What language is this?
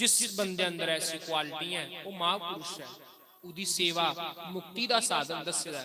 Dogri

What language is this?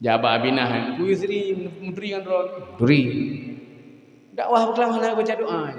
Achinese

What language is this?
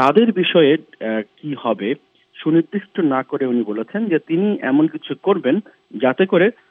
Bangla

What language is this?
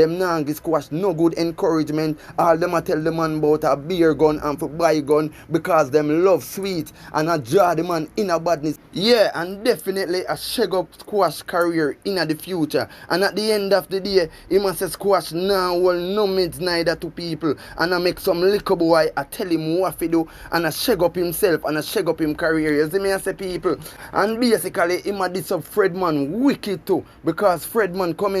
Jamaican Creole English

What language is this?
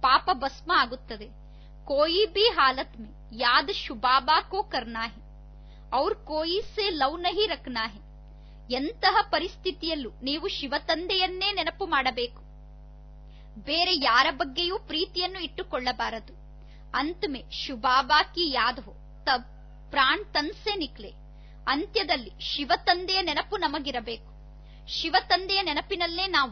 Kannada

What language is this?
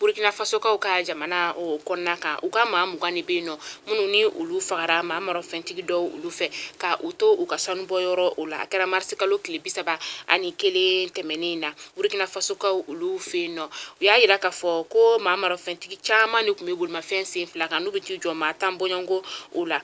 Bambara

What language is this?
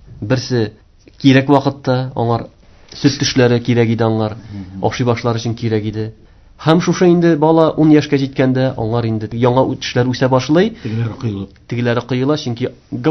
Tatar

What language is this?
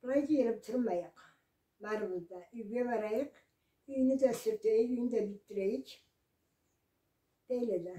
Karachay-Balkar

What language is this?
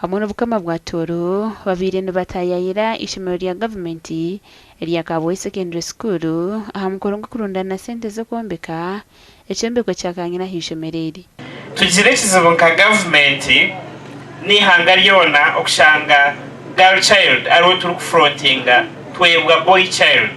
Nyankole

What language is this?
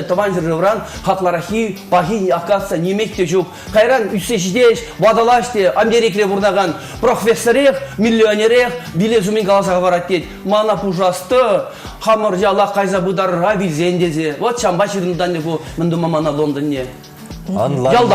Chuvash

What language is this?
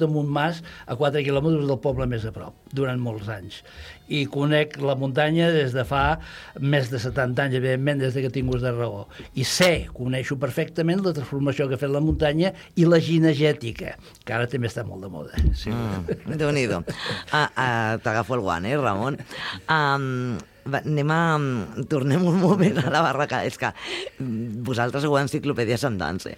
Catalan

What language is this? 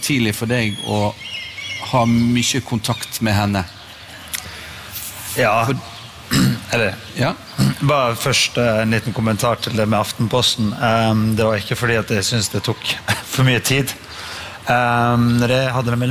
Norwegian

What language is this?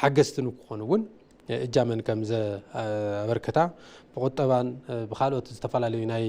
Tigrinya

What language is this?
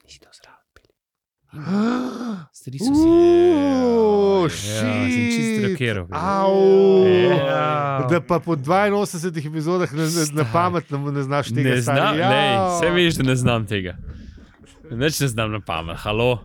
Slovenian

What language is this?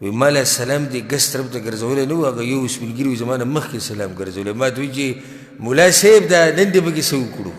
Pashto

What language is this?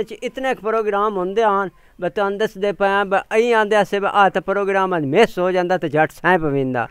Punjabi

